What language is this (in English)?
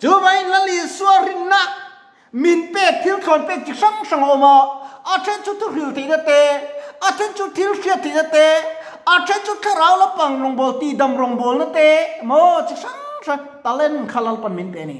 Mizo